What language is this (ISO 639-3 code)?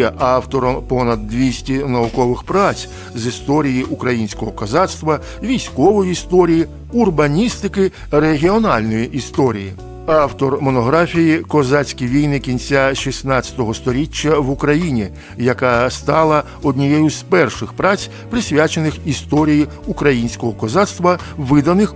ukr